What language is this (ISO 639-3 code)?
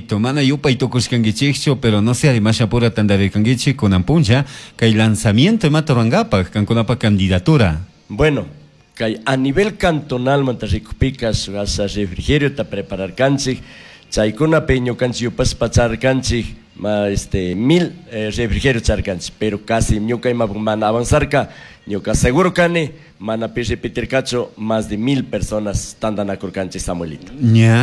qug